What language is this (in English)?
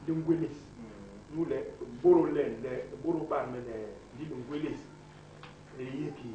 Basaa